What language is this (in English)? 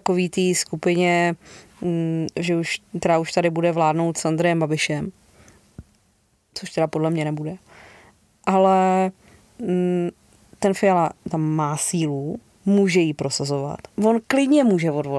Czech